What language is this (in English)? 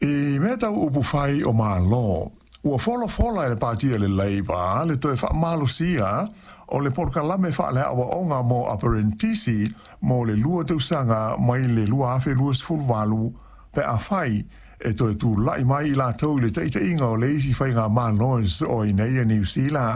Samoan